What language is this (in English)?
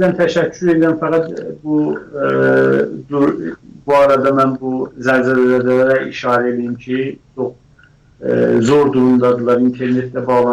South Azerbaijani